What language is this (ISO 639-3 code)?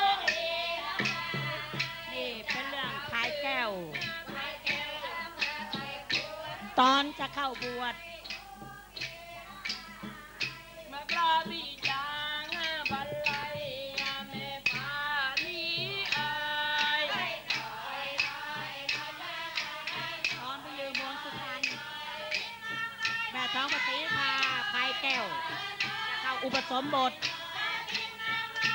tha